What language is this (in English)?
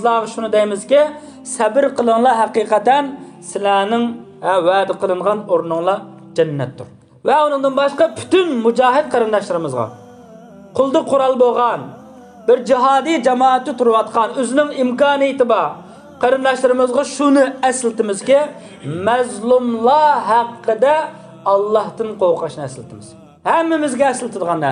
Uyghur